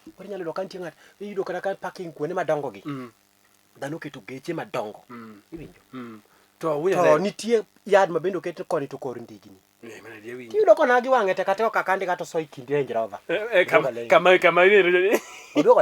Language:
Luo (Kenya and Tanzania)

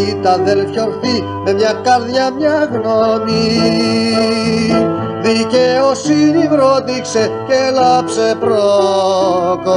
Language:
Greek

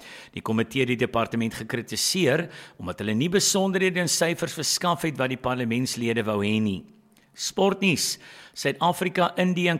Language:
Afrikaans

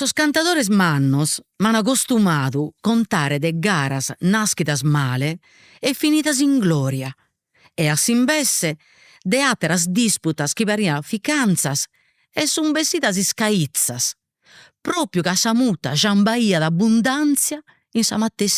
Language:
Sardinian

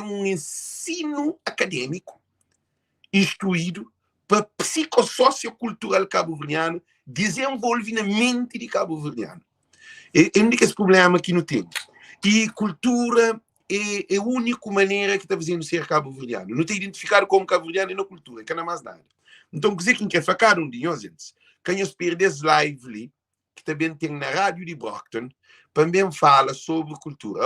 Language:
Kabuverdianu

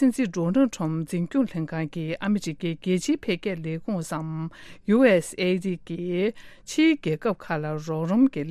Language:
Tibetan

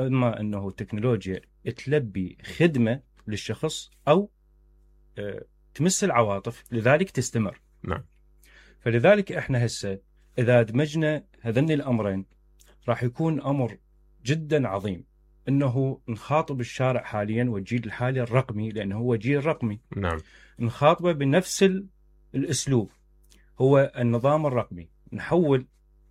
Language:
Mesopotamian Arabic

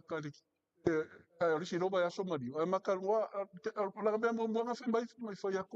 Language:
Samoan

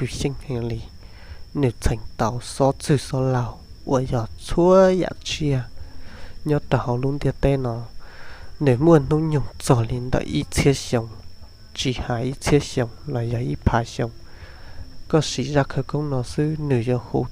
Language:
Hmong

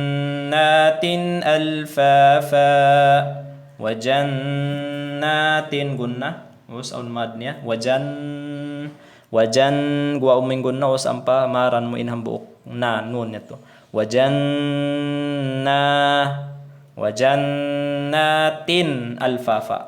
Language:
Tausug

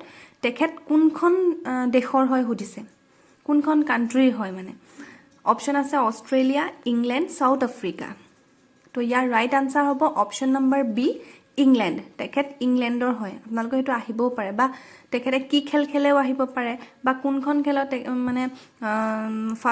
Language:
Assamese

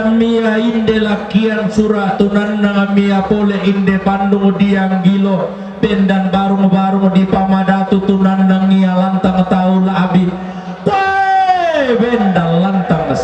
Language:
Toraja-Sa'dan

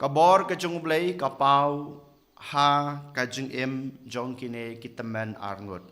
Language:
Khasi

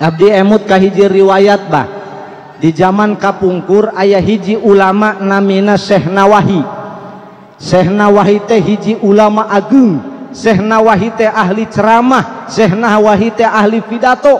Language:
Sundanese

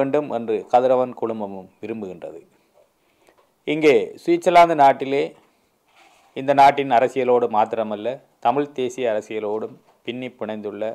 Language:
Tamil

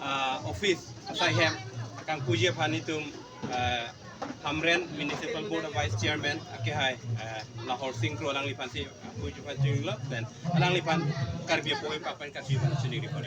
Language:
Karbi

